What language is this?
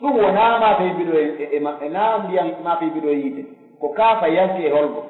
Pular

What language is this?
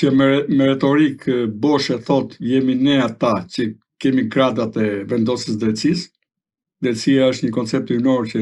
Albanian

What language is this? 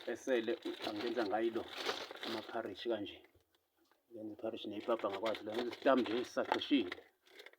Zulu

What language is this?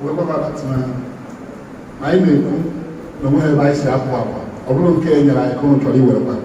Igbo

